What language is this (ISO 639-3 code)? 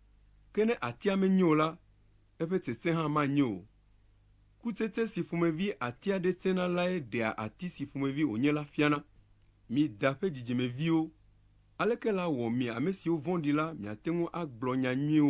ewe